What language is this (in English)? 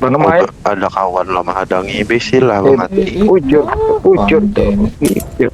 Banjar